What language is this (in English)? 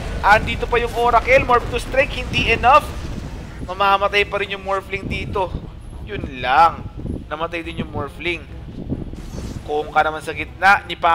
Filipino